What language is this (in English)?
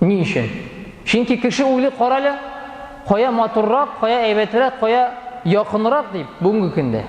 Tatar